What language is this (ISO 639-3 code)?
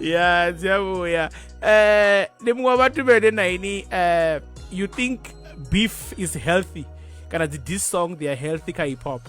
ven